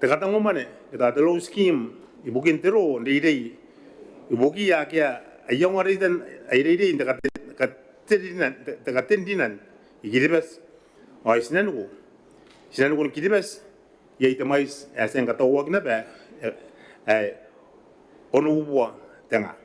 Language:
Gilbertese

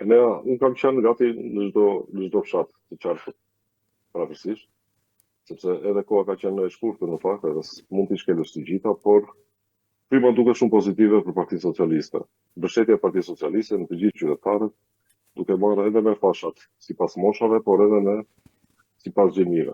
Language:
Albanian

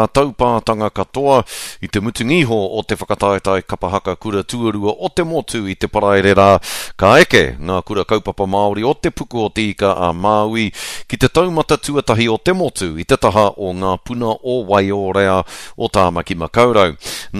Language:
Māori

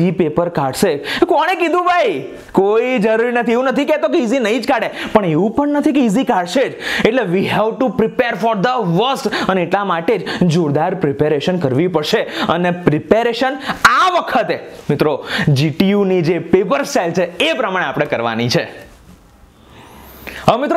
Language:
Gujarati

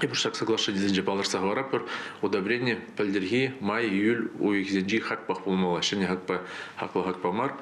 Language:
Chuvash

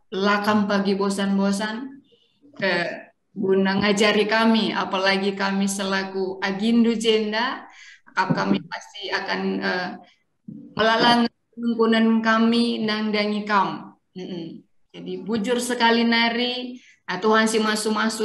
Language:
Batak Karo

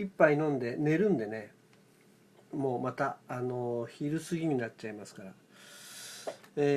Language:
Japanese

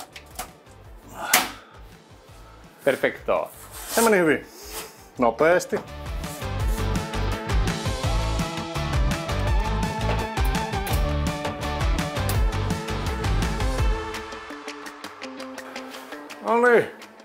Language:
Finnish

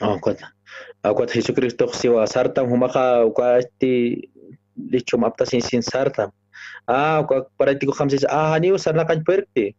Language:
Aymara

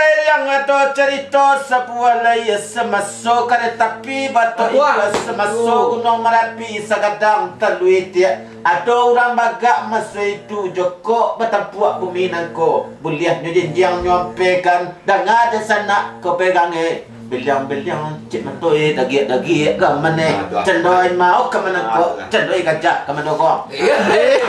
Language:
Minangkabau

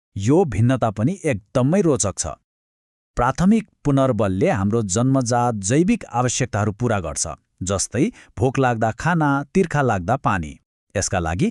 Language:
Nepali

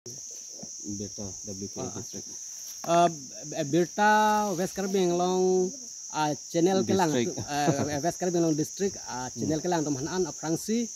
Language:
Karbi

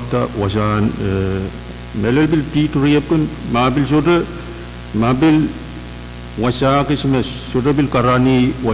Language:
Pohnpeian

